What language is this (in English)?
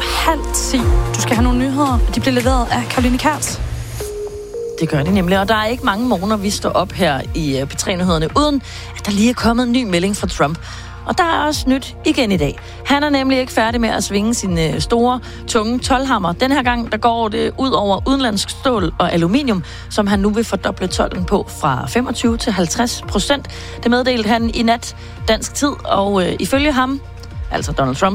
Danish